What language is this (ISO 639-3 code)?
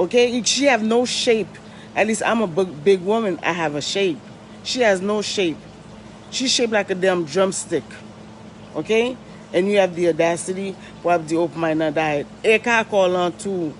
hat